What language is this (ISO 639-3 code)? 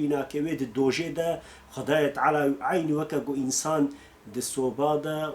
kur